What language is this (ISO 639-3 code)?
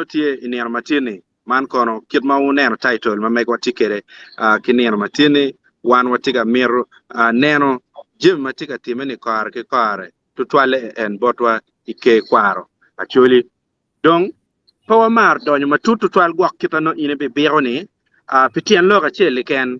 ach